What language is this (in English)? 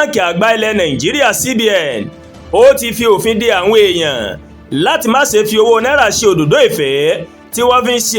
Yoruba